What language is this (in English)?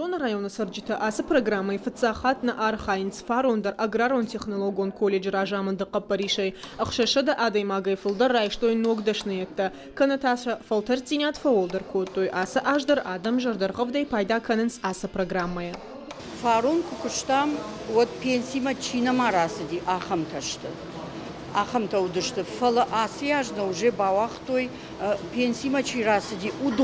Ossetic